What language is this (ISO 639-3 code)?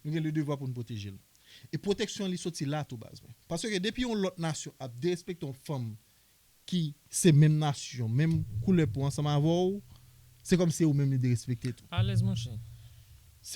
hat